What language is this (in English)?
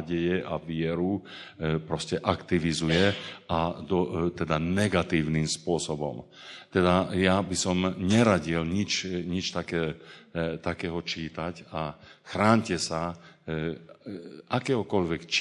Slovak